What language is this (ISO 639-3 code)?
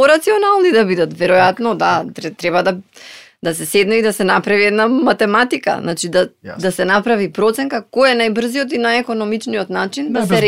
mkd